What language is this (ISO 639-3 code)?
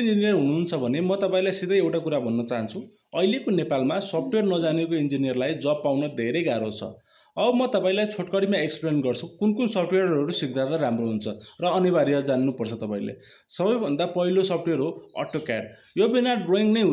nep